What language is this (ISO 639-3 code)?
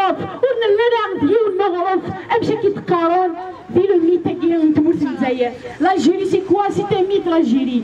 kab